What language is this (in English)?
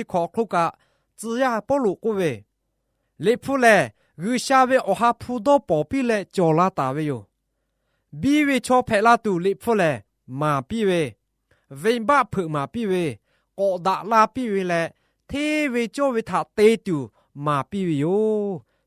Lahu